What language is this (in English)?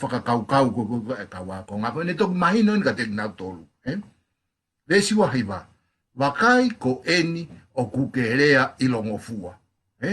Tongan